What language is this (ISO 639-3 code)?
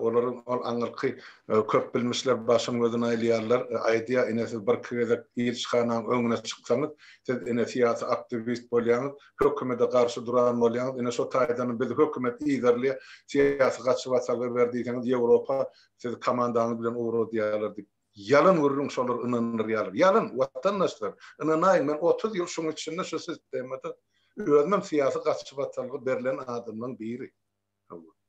tuk